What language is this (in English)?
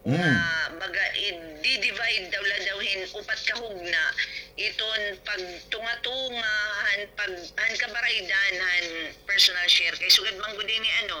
Waray